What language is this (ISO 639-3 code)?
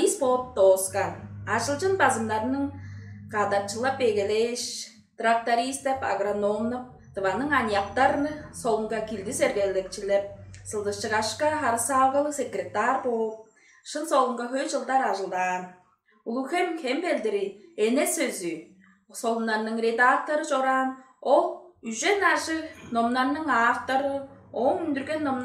tyv